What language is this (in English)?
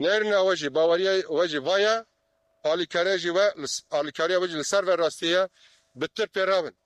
Kurdish